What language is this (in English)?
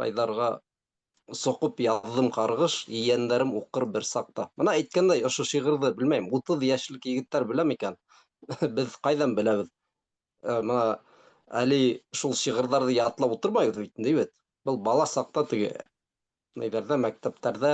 Bashkir